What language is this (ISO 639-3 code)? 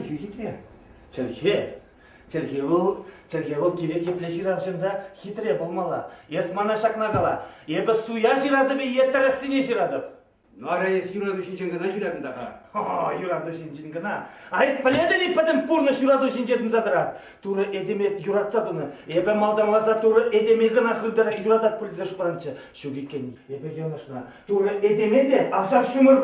chv